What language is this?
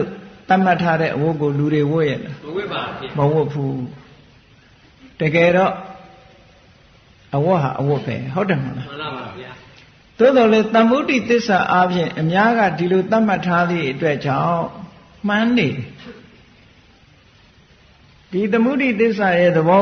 Burmese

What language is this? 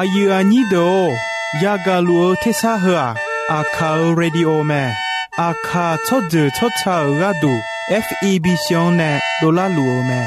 Akha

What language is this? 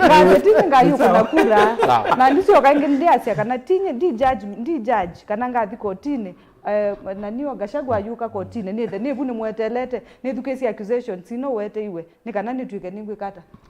Kamba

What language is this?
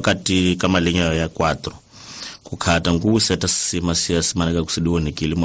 Tsonga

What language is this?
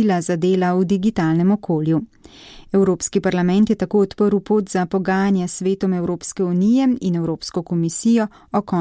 Slovenian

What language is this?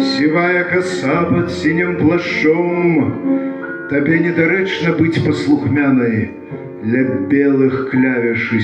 Belarusian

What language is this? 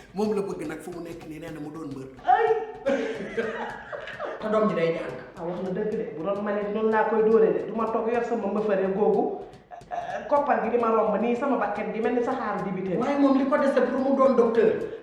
Wolof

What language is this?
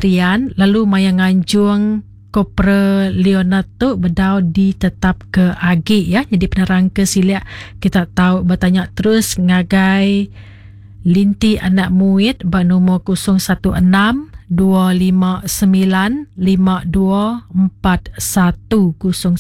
Iban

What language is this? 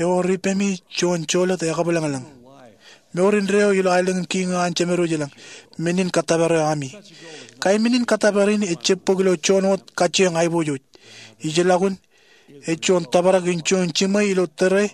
Marshallese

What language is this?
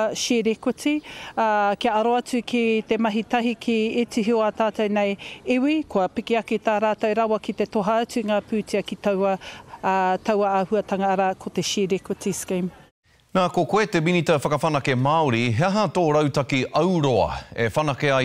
Māori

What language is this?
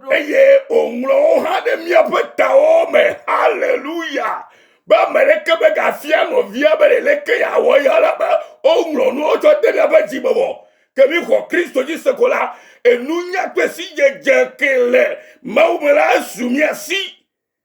Ewe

